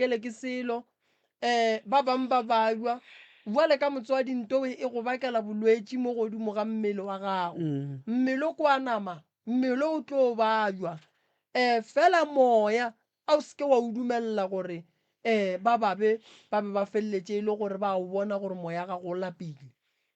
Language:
Northern Sotho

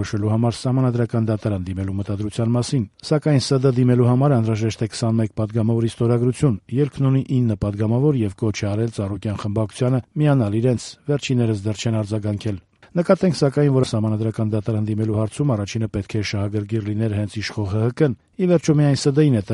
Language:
Armenian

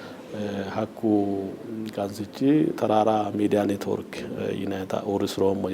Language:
Sidamo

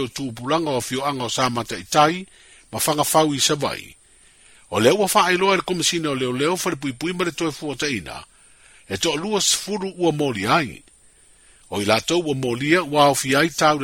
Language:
Samoan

